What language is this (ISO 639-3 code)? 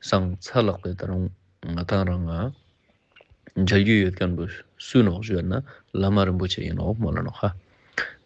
lbj